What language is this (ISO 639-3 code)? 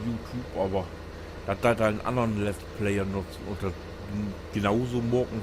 nds